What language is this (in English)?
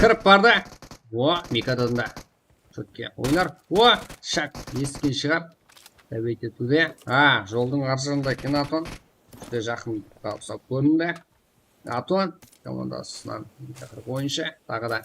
Kara-Kalpak